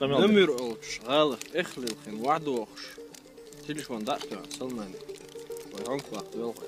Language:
Chechen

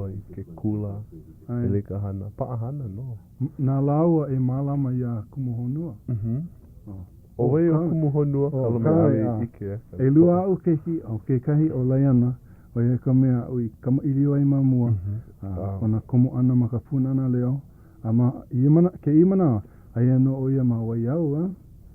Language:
Hawaiian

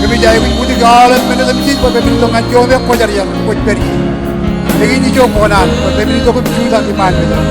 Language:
Marshallese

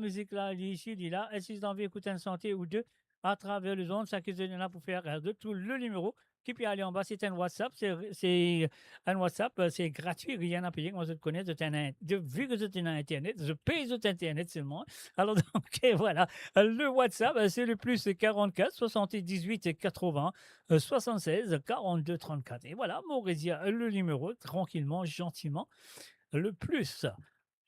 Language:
Morisyen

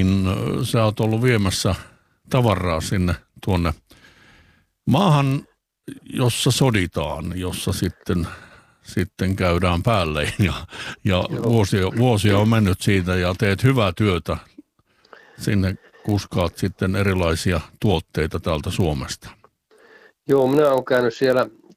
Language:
Finnish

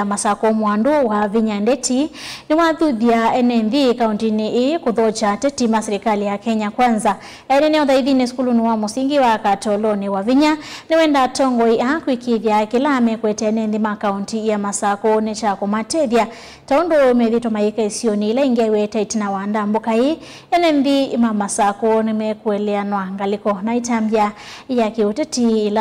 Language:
Kamba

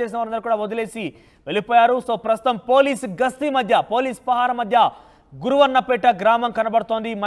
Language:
Telugu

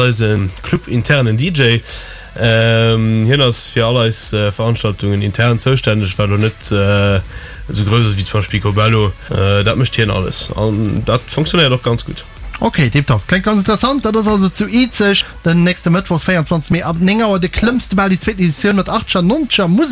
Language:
Luxembourgish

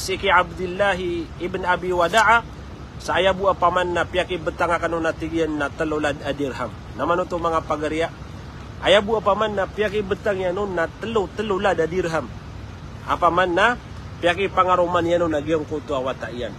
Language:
Maranao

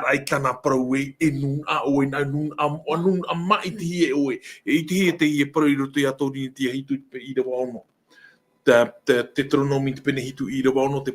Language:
Tahitian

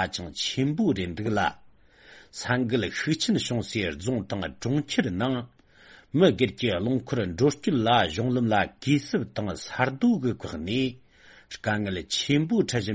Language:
Tibetan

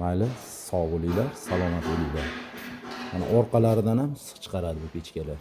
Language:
Uzbek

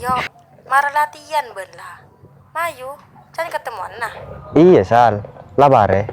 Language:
Madurese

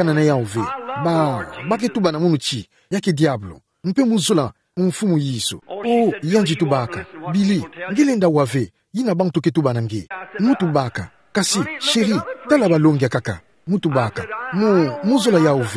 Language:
Kituba (Democratic Republic of Congo)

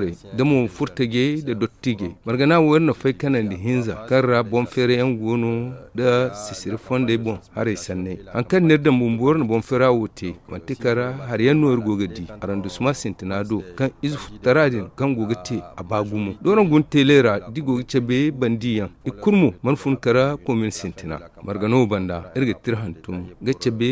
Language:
Zarma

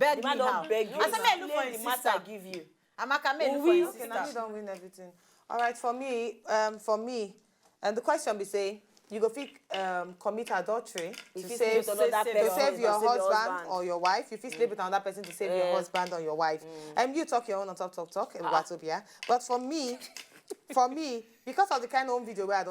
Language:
Nigerian Pidgin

